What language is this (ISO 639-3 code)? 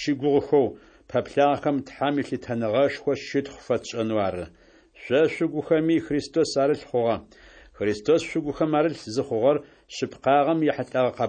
ady